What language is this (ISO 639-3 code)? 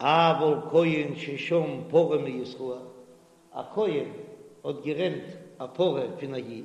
yid